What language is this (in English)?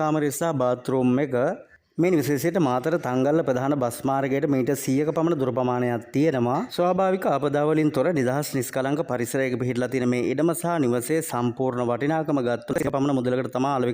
Sinhala